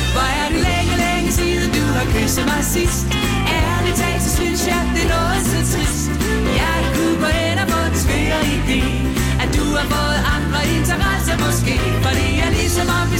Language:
Danish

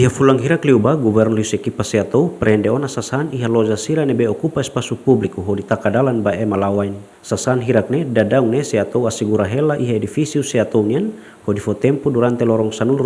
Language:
Tetum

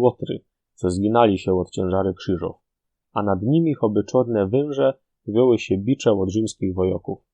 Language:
Silesian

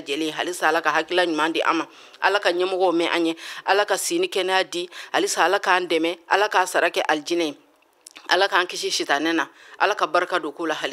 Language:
Bambara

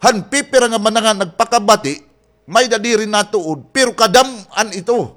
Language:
Waray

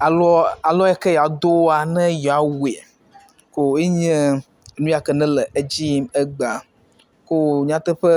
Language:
Ewe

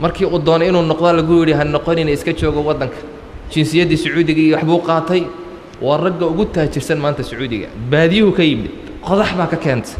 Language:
Somali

